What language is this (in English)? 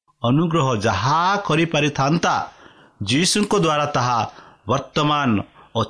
Odia